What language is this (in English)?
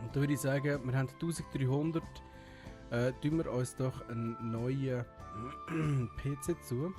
Swiss German